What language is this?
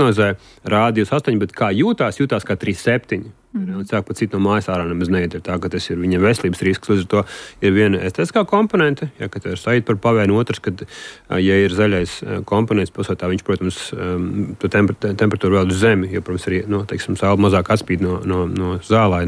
Latvian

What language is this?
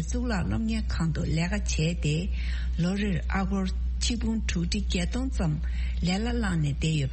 Tibetan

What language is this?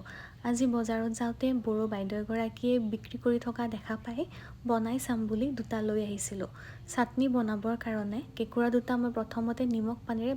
Assamese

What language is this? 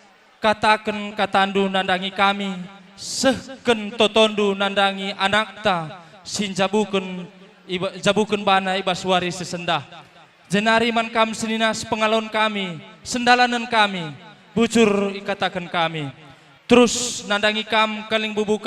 Batak Karo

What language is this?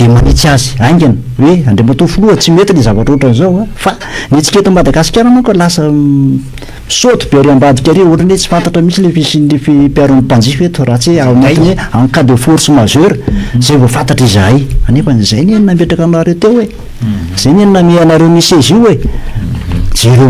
Malagasy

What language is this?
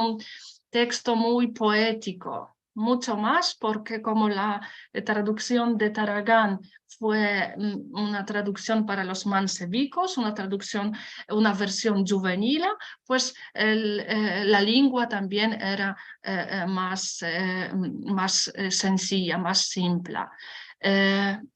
Ladino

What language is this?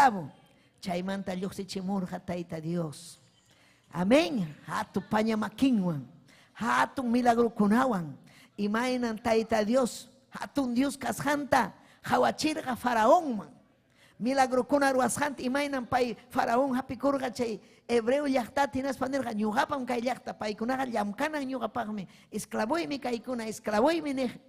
Ayacucho Quechua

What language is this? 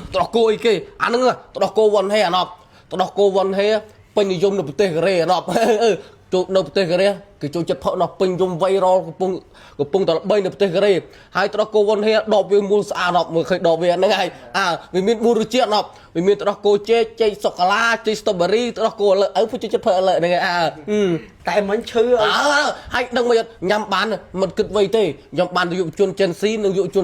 Khmer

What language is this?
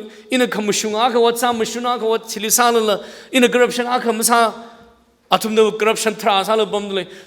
Tangkhul Naga (India)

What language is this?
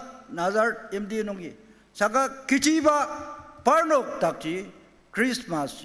Ao Naga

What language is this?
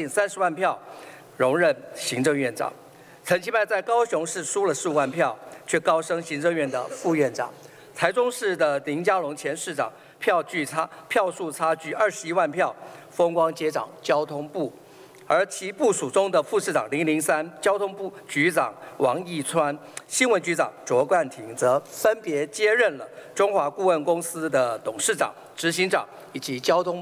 Chinese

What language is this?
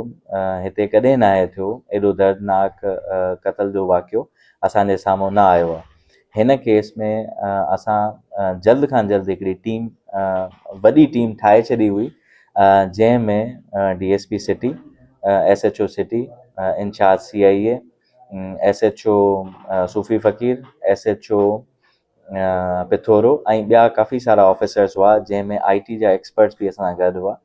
Sindhi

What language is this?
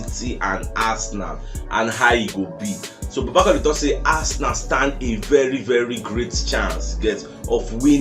Nigerian Pidgin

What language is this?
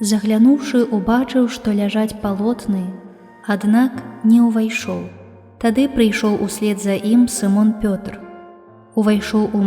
Belarusian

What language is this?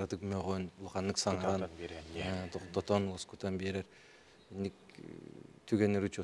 Yakut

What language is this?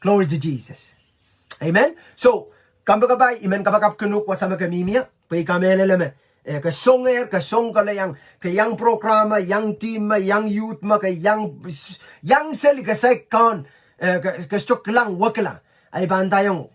Pohnpeian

